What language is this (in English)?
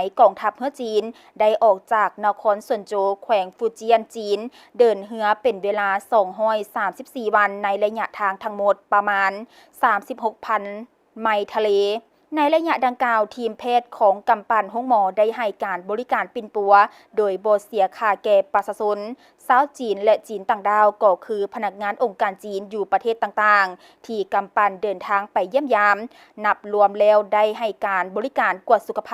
Lao